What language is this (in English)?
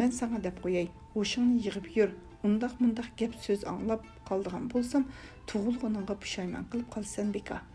Uyghur